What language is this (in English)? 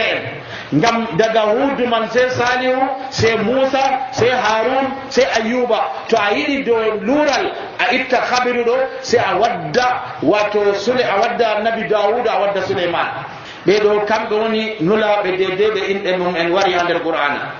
Nigerian Fulfulde